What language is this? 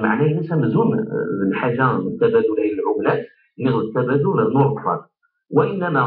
Kabyle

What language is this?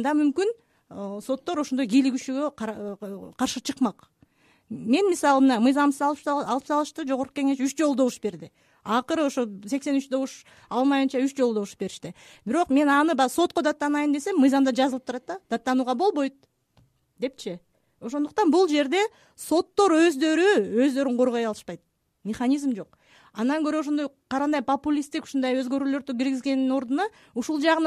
Kyrgyz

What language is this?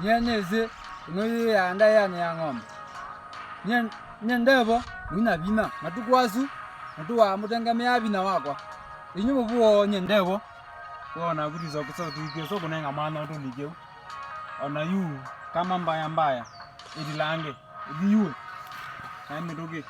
Kamba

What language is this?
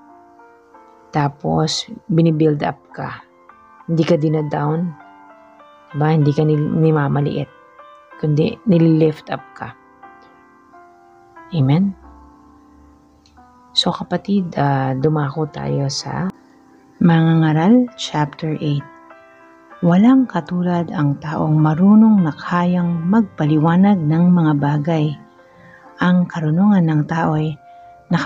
Filipino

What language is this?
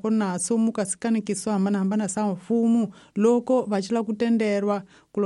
Tsonga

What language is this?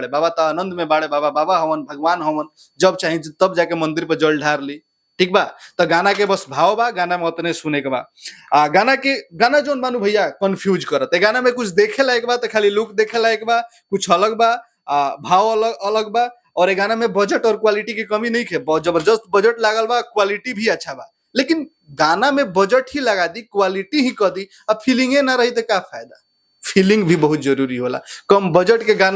Bhojpuri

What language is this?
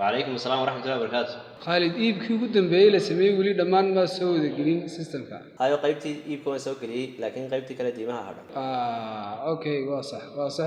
Somali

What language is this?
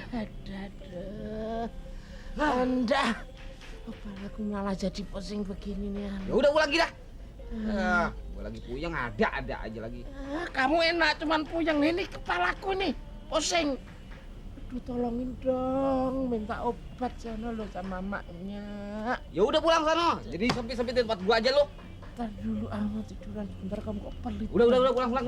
Betawi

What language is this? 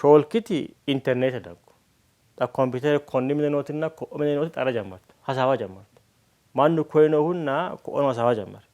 Sidamo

